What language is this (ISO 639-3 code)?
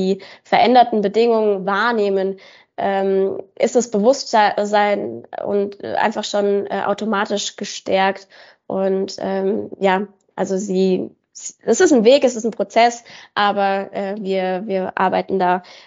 deu